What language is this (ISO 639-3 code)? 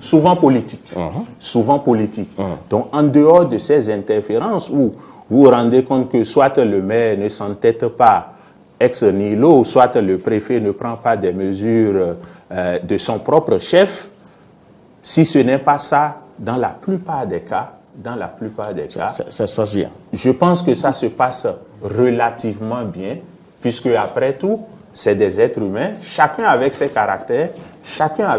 fra